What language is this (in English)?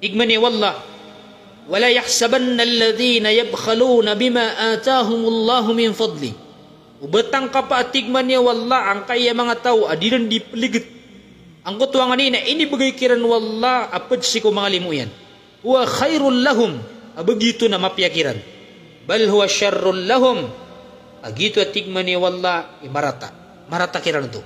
Maranao